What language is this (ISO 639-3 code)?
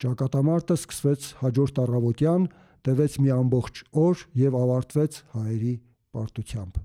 hye